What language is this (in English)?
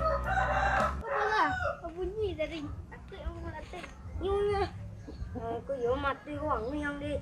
Minangkabau